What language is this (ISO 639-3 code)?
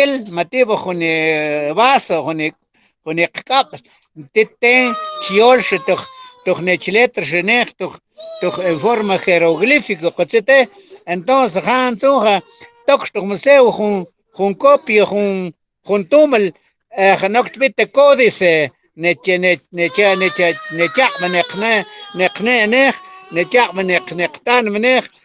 mam